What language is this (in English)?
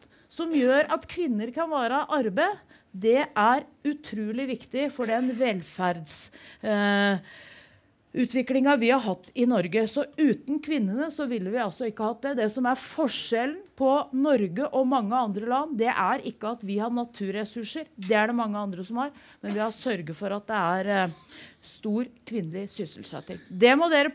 Norwegian